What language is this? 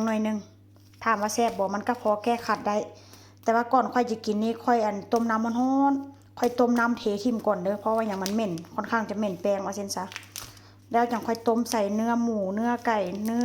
Northeastern Thai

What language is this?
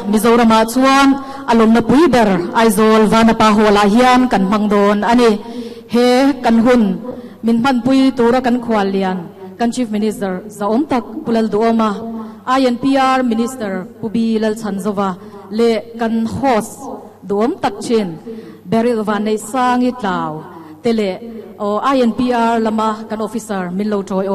Mizo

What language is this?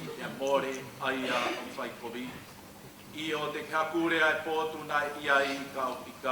Tongan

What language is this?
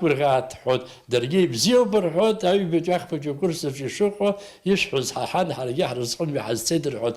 Abkhazian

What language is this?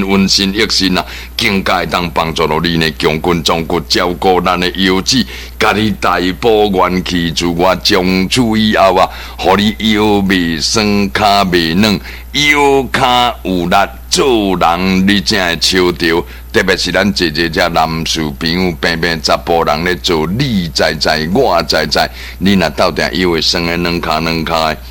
Min Nan Chinese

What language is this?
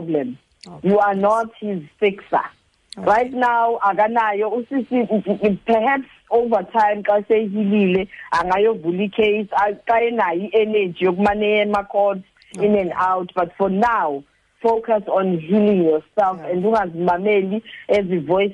Xhosa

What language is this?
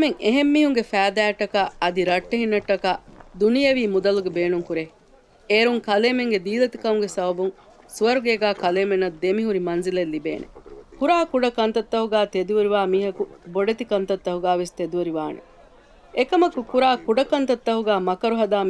Divehi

